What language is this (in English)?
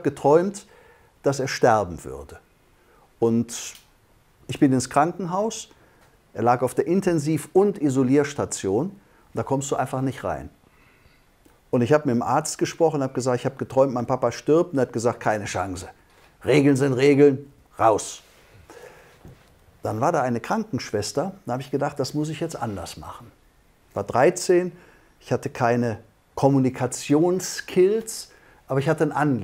German